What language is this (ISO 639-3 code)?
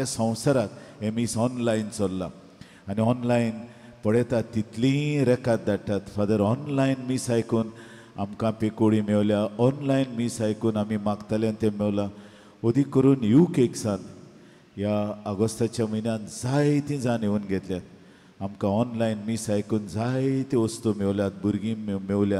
kok